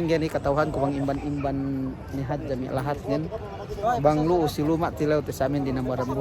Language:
Yakan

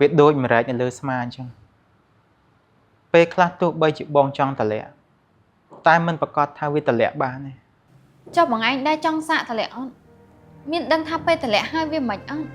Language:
Khmer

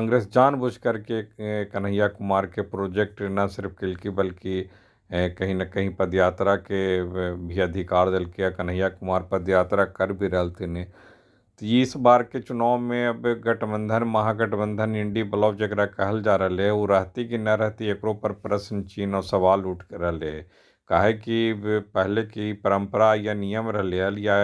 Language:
Magahi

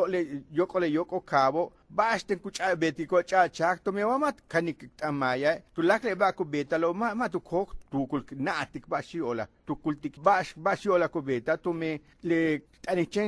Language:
Yucateco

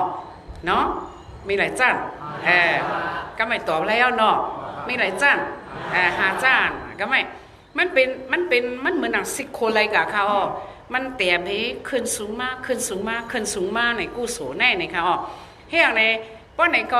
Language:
Shan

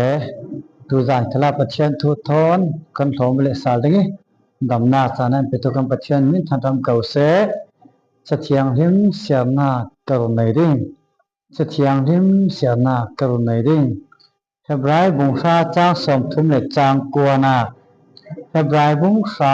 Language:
Falam Chin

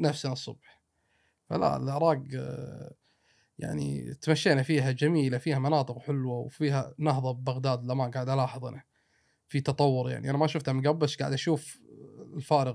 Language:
Gulf Arabic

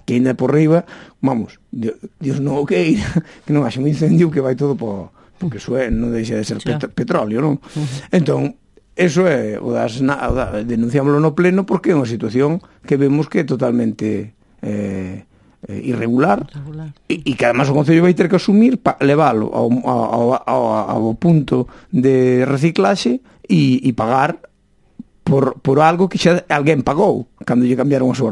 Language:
Galician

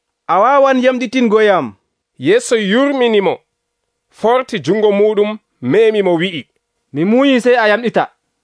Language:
Nigerian Fulfulde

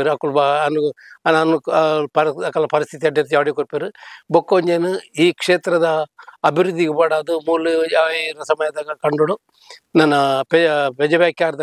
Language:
Tulu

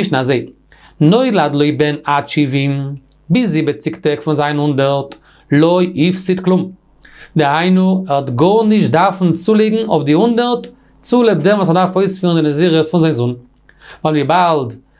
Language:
Yiddish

